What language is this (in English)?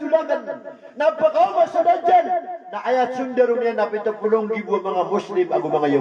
Maranao